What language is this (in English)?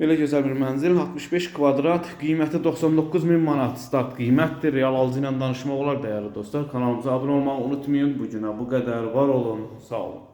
Azerbaijani